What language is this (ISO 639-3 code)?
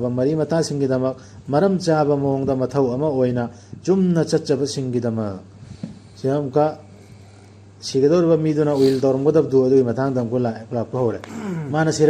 mni